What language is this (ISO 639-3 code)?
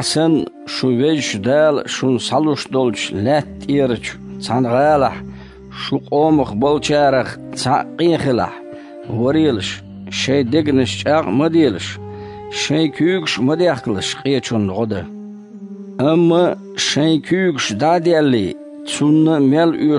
che